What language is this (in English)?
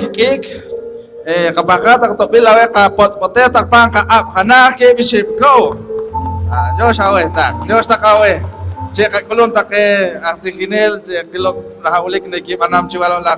Poqomchi'